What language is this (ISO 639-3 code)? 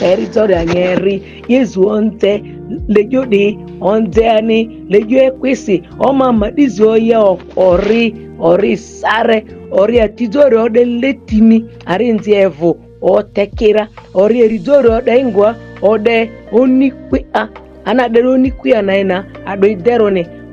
mhi